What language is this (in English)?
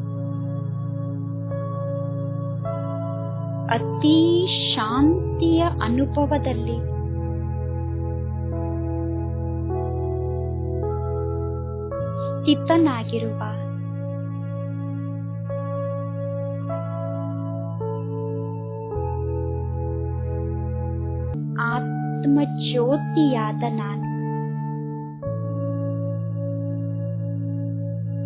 Kannada